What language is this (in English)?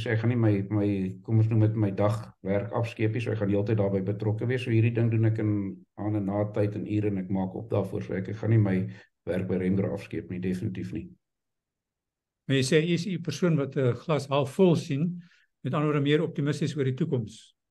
Afrikaans